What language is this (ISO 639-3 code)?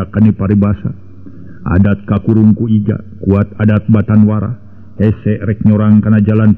sun